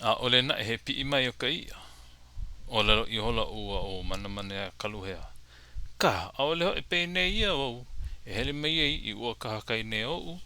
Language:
Hawaiian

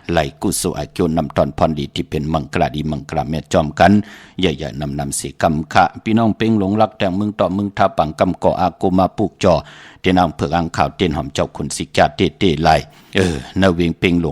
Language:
Shan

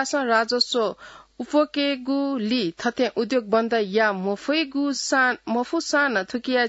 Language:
Newari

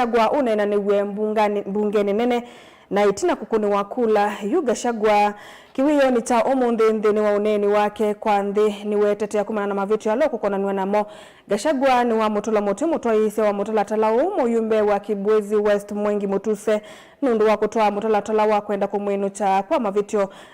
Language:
Kamba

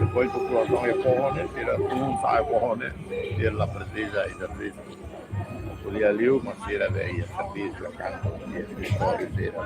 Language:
Tetum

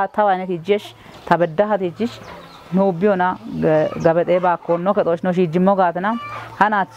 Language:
Kafa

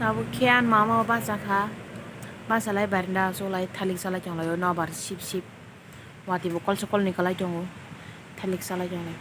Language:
Kok Borok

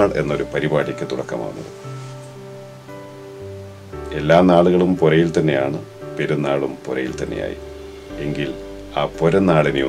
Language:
Malayalam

